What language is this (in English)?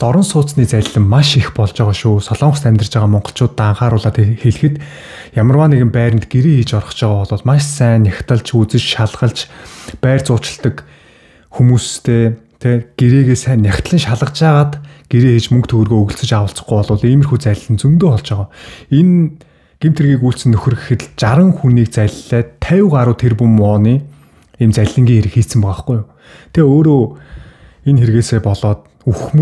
Mongolian